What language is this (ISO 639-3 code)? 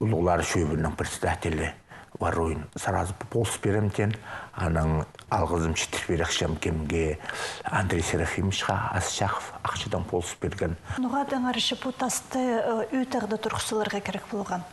kjh